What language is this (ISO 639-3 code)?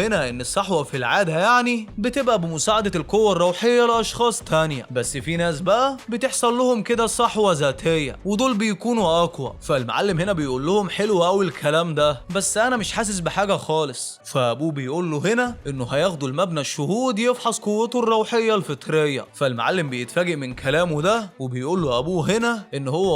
arz